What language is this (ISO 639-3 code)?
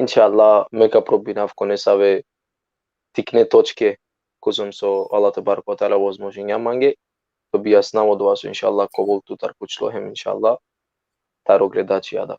rmn